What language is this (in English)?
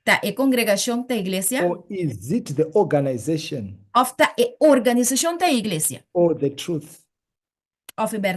Papiamento